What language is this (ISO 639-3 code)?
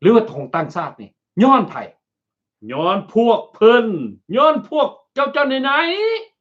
lao